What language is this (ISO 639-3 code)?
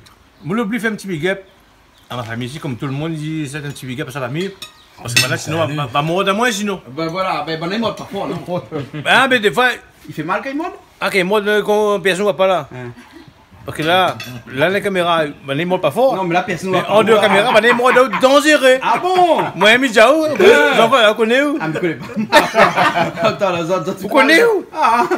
rcf